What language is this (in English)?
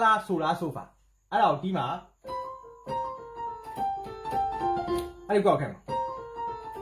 Burmese